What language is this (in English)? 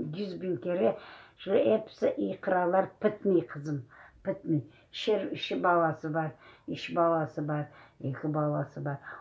Crimean Tatar